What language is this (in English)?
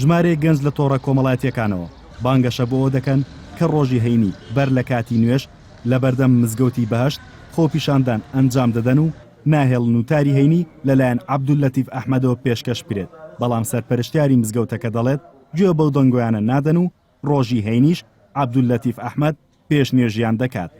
Central Kurdish